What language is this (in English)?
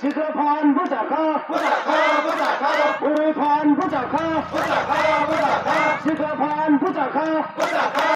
Kok Borok